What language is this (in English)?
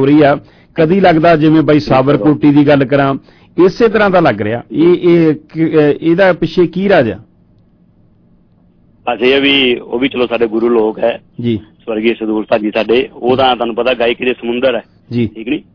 Punjabi